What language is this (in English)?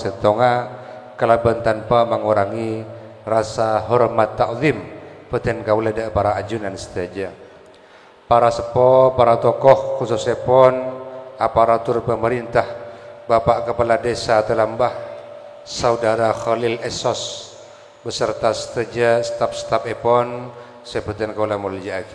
Madurese